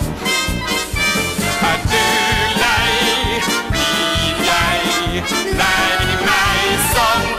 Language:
Norwegian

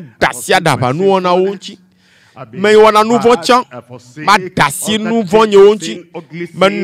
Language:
Ewe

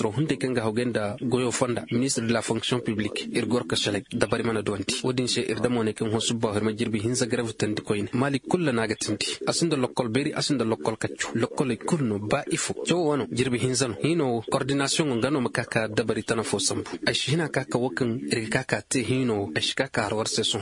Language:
Koyraboro Senni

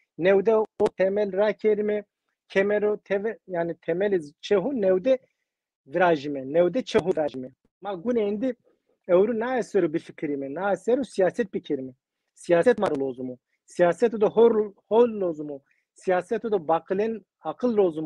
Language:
Zaza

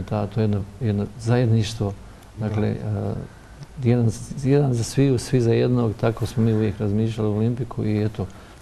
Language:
Bosnian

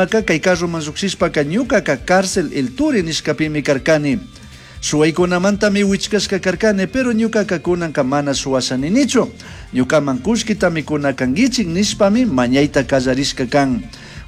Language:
Chimborazo Highland Quichua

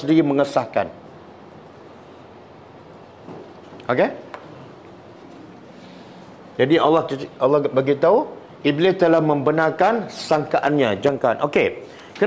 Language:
Malay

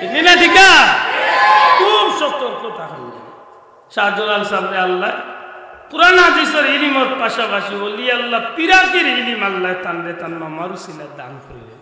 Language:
Sylheti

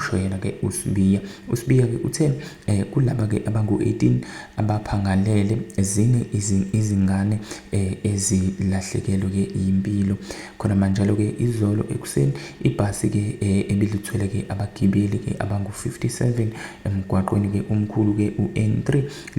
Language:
Zulu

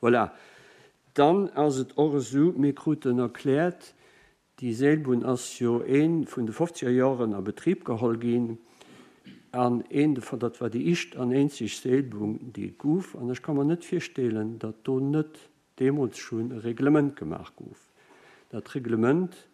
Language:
Luxembourgish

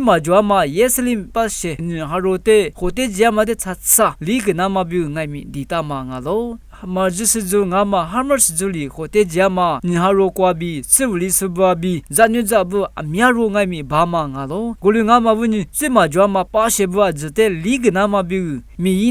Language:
Lisu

